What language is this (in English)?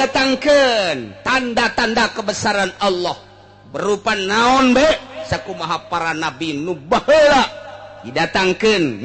Sundanese